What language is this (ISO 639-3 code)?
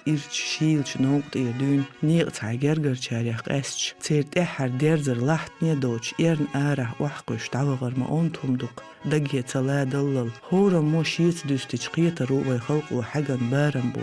che